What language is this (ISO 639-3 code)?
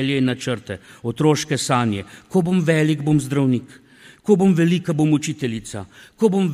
slv